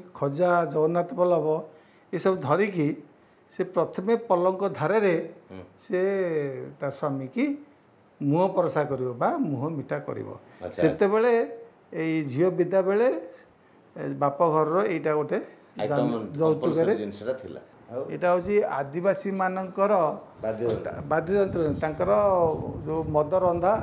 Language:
Odia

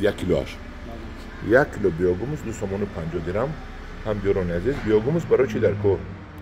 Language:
Tajik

